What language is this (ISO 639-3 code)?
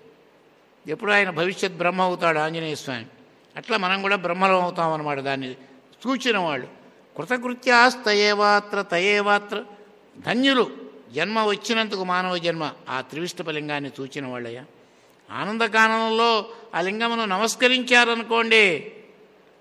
tel